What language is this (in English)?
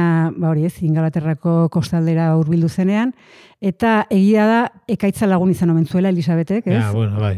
Basque